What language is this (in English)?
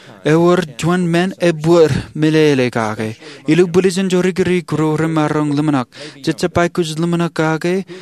Marshallese